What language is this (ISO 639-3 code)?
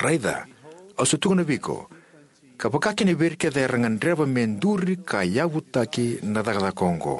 fij